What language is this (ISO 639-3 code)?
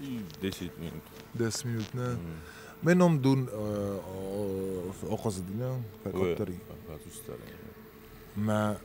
oss